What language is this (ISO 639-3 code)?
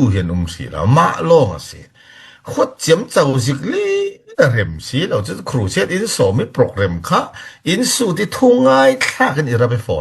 cfm